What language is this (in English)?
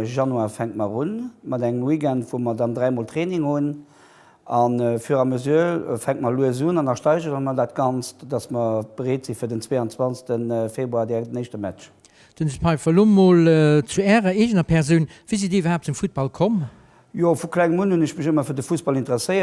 Luxembourgish